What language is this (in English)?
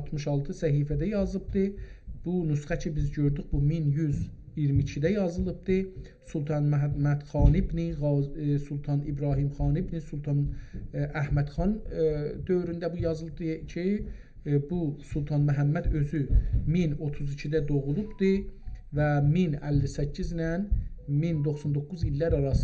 South Azerbaijani